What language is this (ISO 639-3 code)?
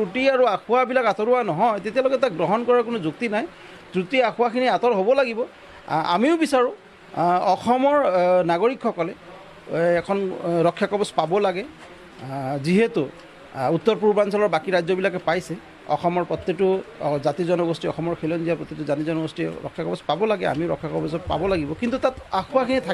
asm